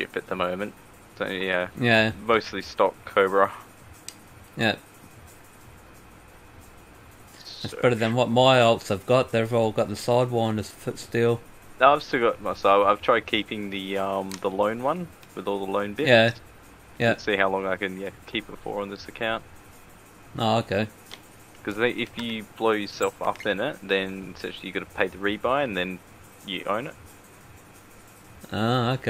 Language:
English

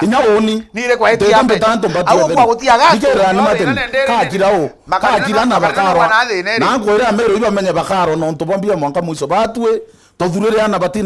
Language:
Meru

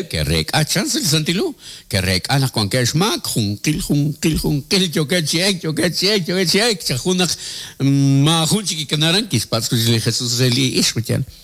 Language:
Kekchí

